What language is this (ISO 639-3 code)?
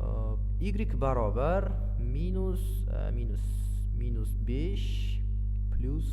uzb